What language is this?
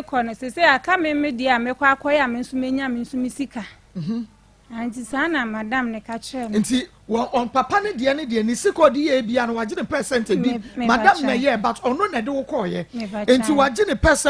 Akan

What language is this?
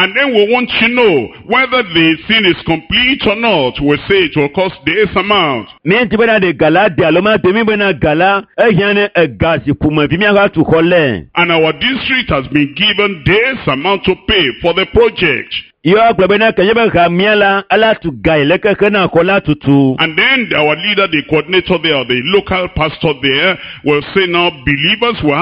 Ewe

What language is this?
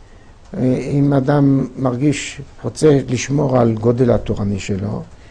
Hebrew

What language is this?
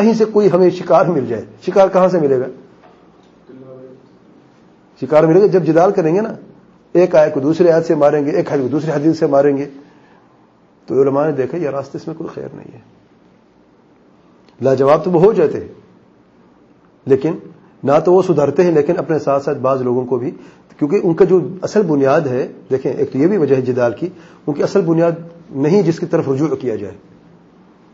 Urdu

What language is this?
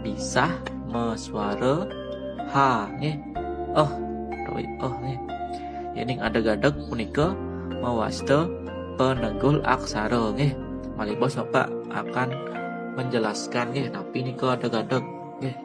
Balinese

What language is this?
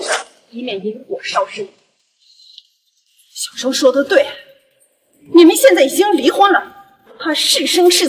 Chinese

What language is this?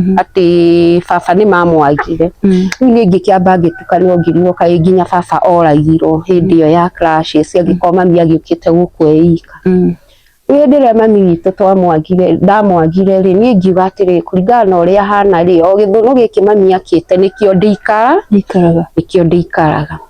Kikuyu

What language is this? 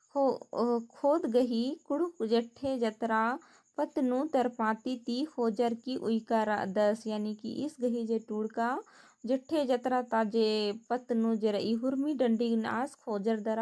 Kurukh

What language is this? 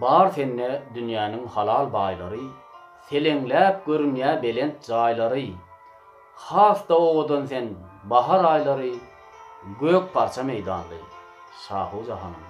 Turkmen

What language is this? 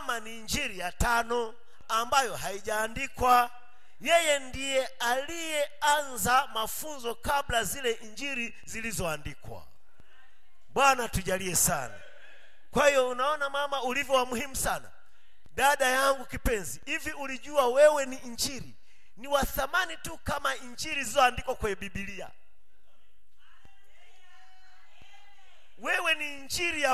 Swahili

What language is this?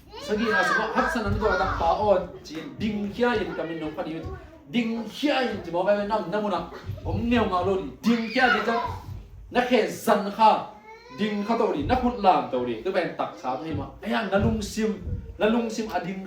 Tedim Chin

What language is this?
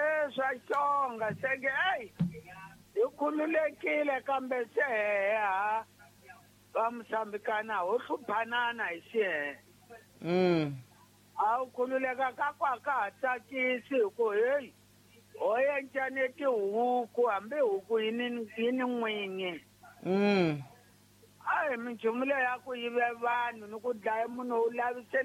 Tsonga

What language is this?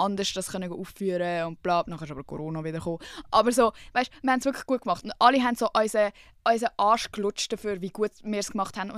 Swiss German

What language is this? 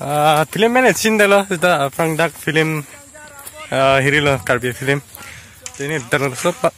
Karbi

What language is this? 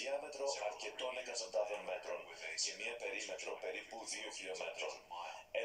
Greek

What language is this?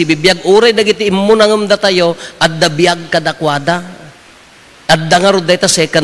Iloko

